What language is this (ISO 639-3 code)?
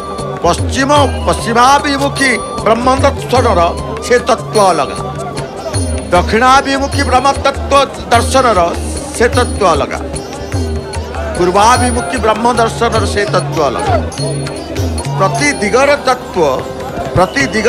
ori